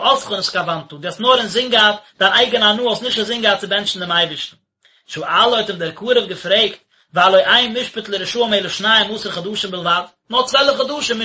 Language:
Yiddish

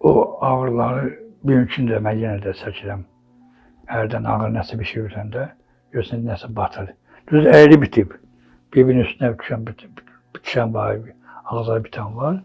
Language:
Azerbaijani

